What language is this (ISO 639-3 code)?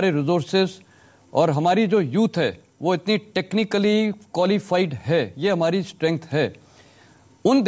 hin